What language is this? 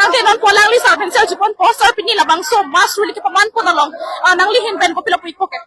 Karbi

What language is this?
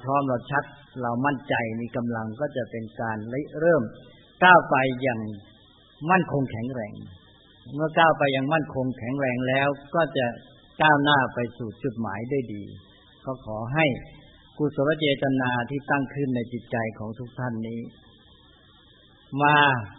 Thai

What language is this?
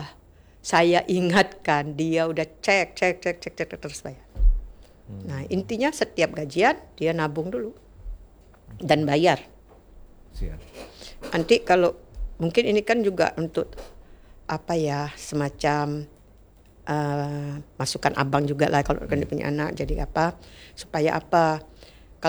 Indonesian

